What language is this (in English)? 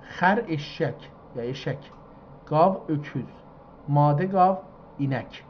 South Azerbaijani